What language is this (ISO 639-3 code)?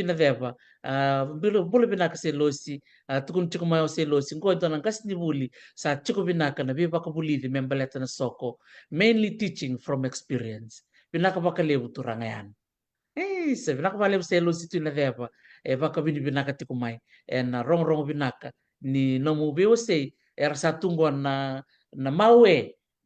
fij